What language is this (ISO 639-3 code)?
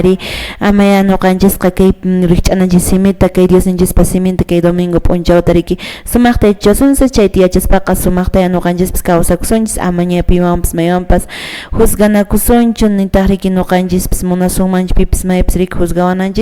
que